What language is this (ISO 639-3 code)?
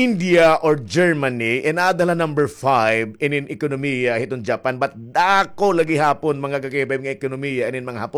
war